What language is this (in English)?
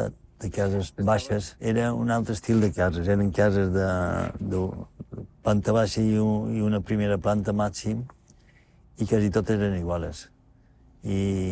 Catalan